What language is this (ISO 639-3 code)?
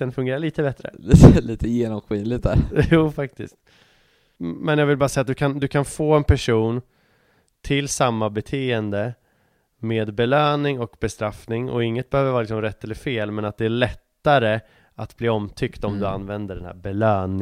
swe